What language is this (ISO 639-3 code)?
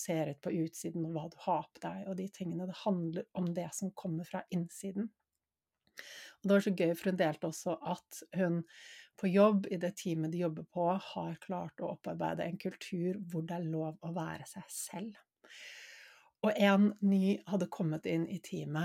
nor